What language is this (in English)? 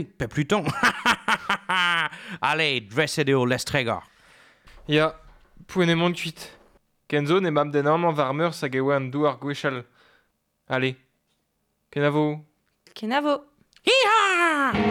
Breton